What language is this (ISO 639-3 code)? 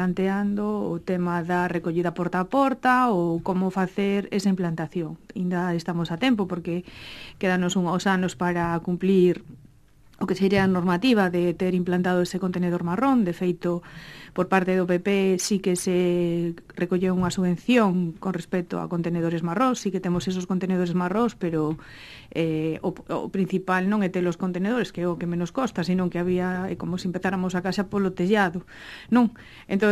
glg